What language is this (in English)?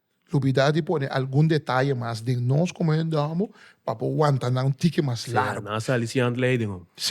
Papiamento